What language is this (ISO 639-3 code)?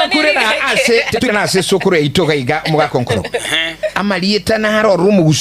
guz